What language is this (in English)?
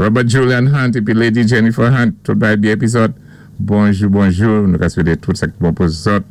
Saint Lucian Creole French